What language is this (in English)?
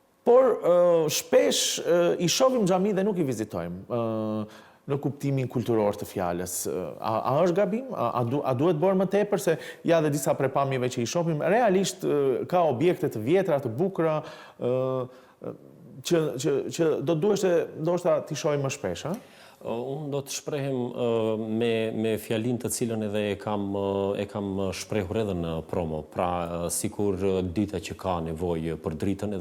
Albanian